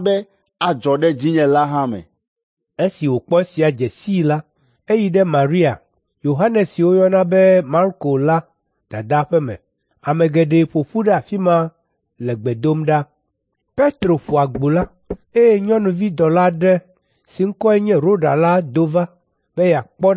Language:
Ewe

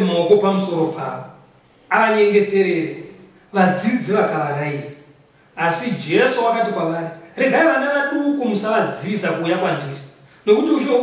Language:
Shona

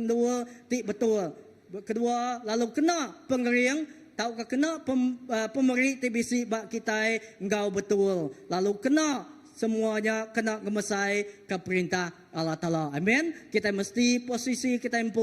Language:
Iban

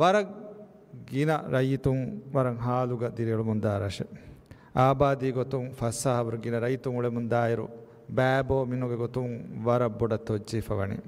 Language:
Divehi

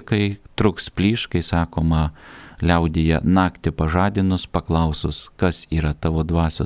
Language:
Lithuanian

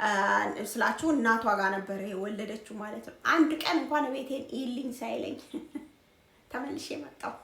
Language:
Amharic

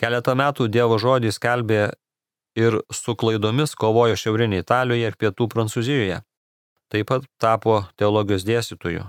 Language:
Lithuanian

